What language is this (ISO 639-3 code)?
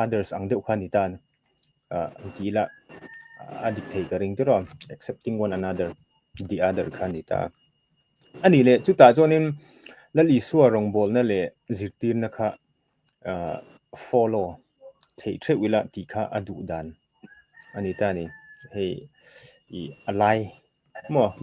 lus